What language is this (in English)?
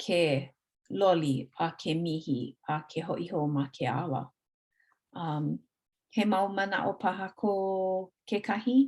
Hawaiian